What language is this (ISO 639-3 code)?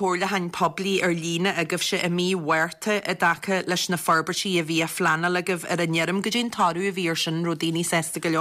gle